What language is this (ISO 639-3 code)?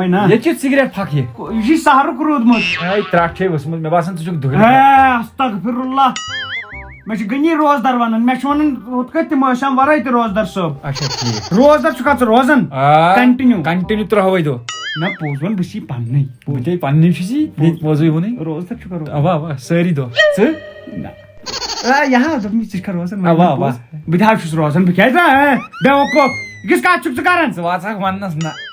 kas